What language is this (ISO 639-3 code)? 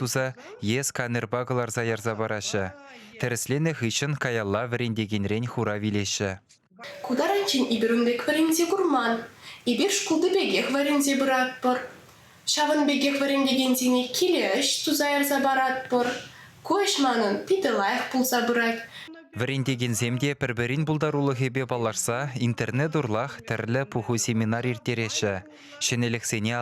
chv